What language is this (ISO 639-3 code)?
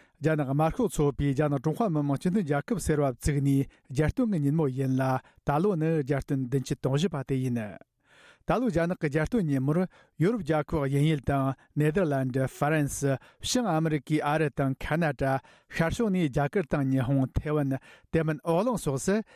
bod